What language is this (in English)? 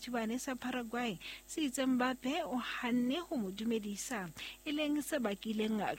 Southern Sotho